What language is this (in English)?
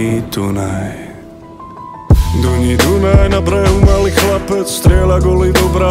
Slovak